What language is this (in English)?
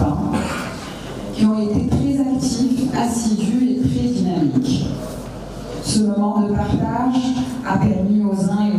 French